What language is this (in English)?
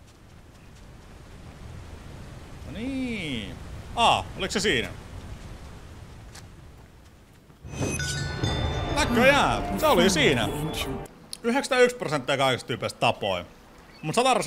Finnish